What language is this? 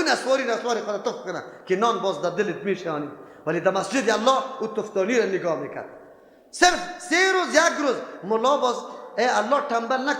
Persian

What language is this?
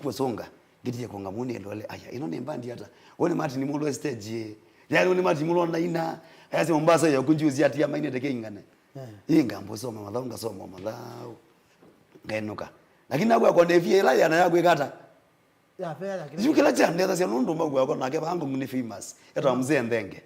Kamba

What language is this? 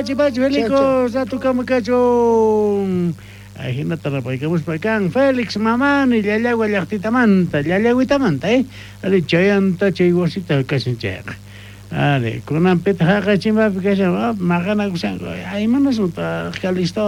South Bolivian Quechua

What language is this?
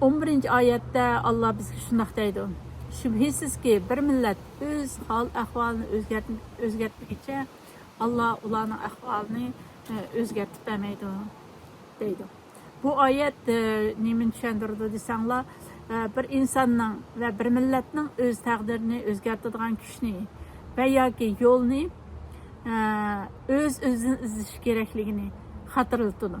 Uyghur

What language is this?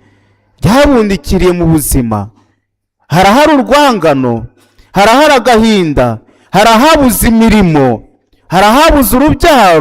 Kinyarwanda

